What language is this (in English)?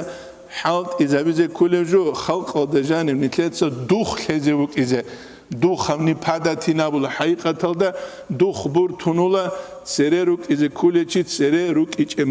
Avaric